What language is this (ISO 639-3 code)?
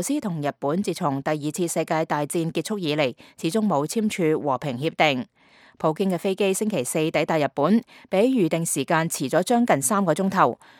yue